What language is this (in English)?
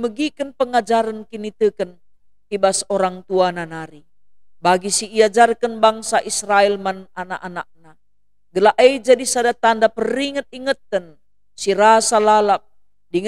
Batak Karo